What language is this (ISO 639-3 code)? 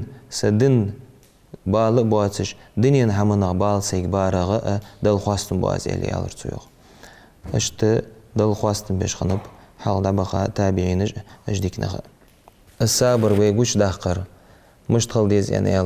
inh